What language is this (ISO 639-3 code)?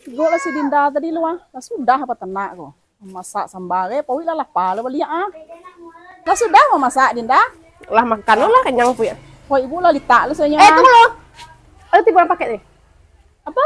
min